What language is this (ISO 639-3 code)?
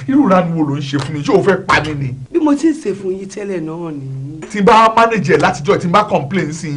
yor